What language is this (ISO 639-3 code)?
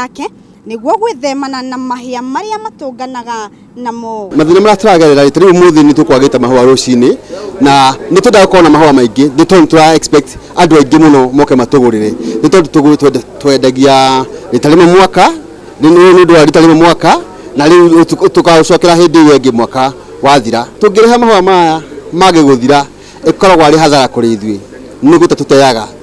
kik